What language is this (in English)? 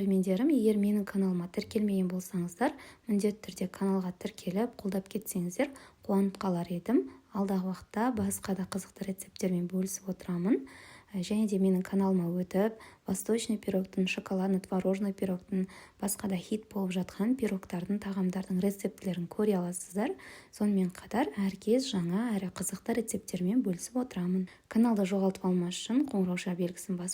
Kazakh